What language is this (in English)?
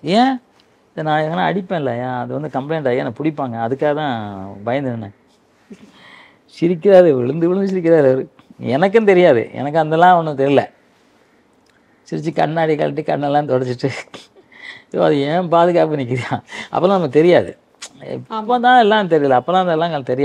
Tamil